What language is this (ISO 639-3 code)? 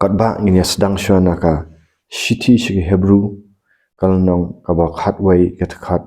kha